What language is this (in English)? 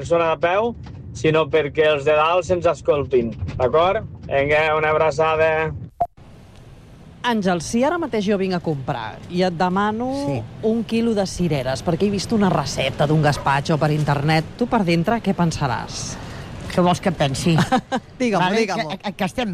Catalan